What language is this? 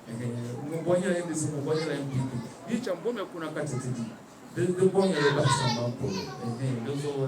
Dagbani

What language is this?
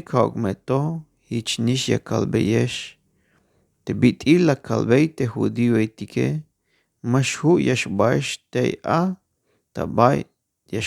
Tzeltal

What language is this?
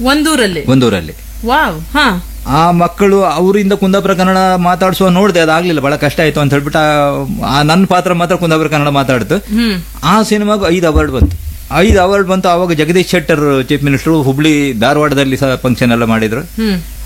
Kannada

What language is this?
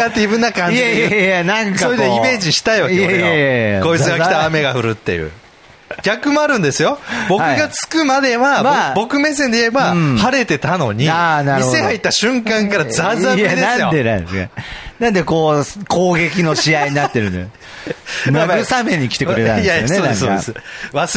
Japanese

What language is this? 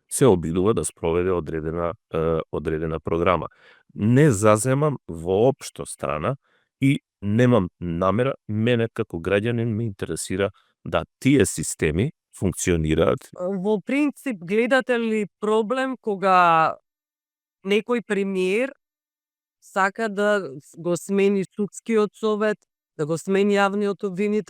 Macedonian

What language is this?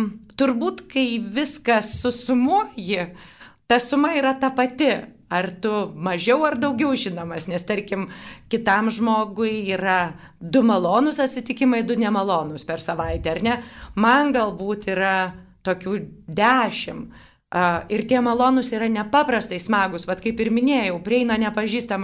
Lithuanian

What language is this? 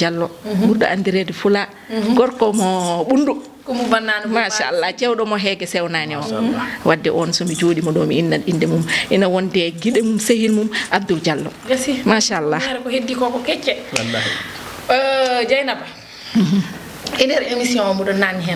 Fula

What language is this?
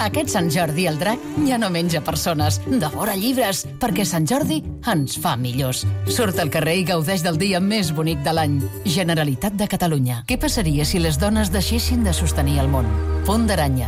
Catalan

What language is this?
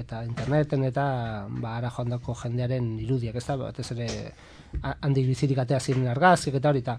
Basque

